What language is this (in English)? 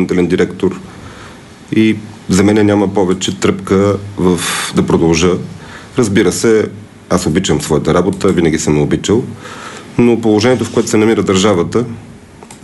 Bulgarian